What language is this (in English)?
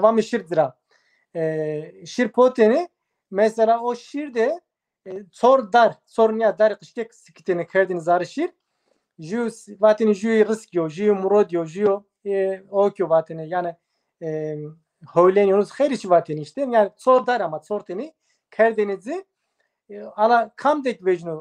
Zaza